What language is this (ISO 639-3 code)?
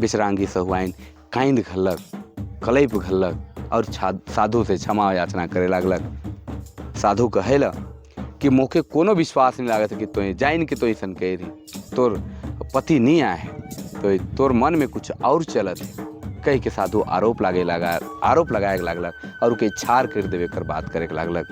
sck